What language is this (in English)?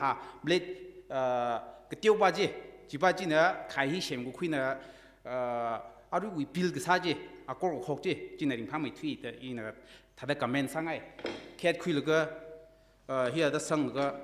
Tangkhul Naga (India)